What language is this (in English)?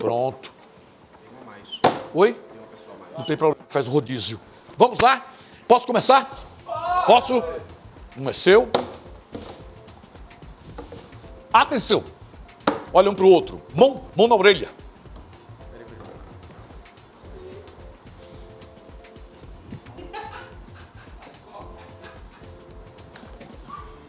Portuguese